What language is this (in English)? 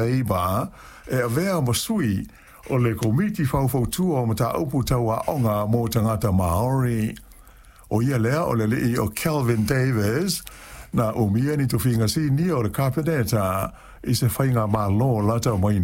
Samoan